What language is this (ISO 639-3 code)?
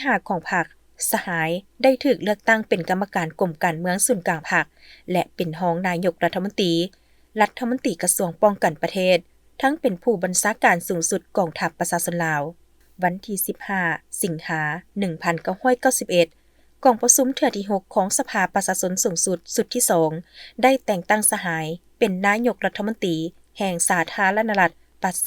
lao